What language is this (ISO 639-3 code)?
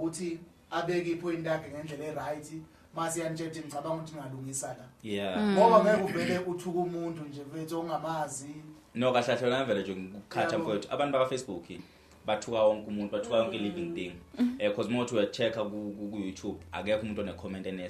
zul